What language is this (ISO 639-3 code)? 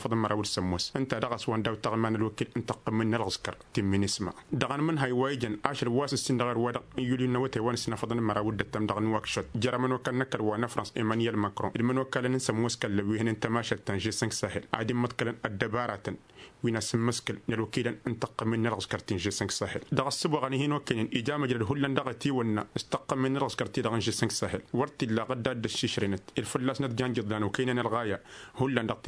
taq